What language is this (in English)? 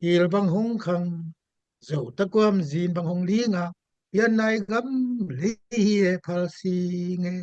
Tedim Chin